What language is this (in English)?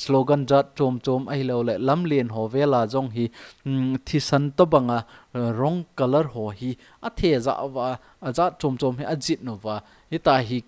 Thado Chin